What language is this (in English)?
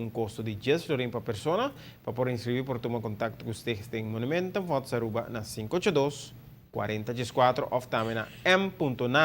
Papiamento